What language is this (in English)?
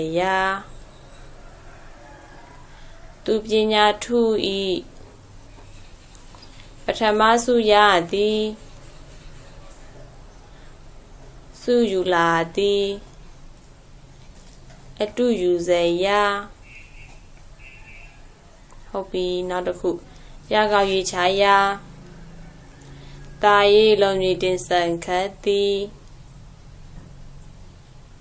Burmese